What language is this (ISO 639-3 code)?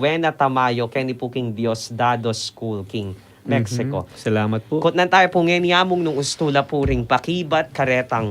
pam